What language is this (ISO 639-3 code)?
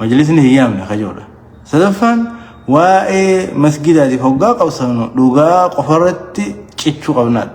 orm